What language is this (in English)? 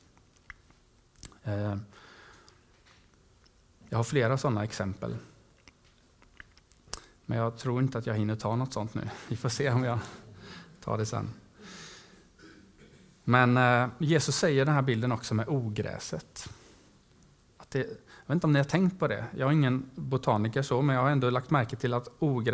Swedish